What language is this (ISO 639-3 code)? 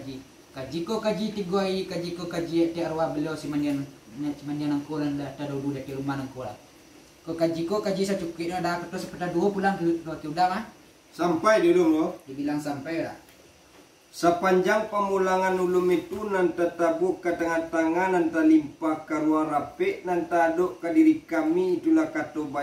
min